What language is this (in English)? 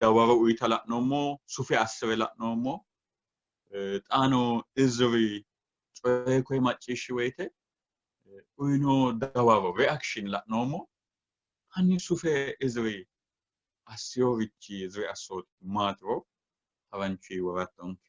Sidamo